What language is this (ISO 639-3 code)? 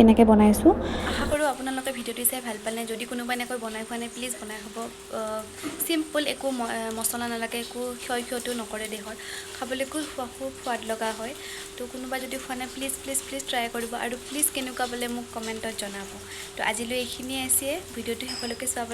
asm